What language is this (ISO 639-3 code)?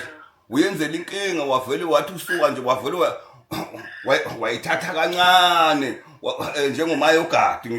zul